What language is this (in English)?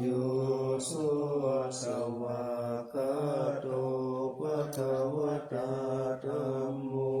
Pali